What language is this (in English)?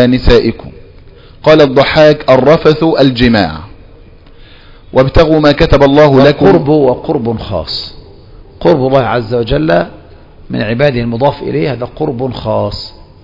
Arabic